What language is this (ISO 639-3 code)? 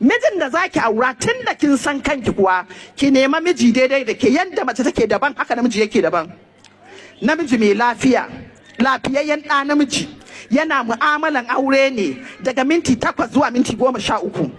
hau